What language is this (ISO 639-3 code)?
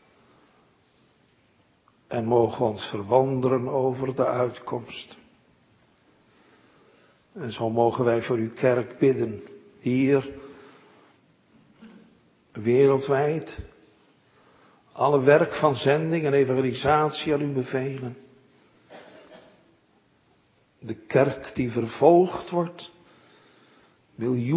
nld